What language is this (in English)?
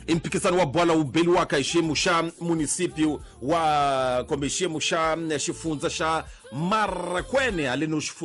Tsonga